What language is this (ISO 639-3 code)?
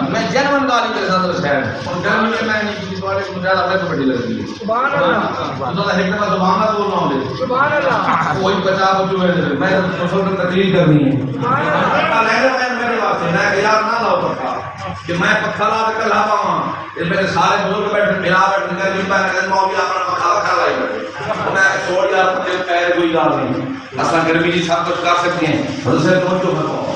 skr